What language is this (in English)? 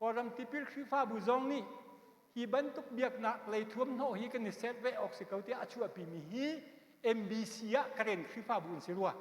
Hakha Chin